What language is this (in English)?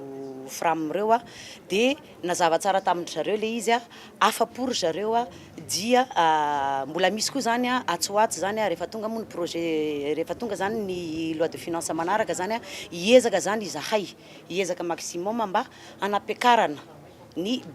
Malagasy